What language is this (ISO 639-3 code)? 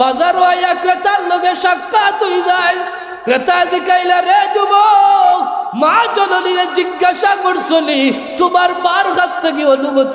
syl